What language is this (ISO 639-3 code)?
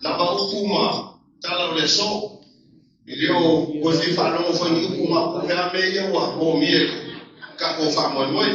smo